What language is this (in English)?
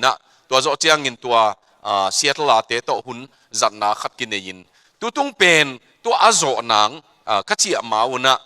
Tedim Chin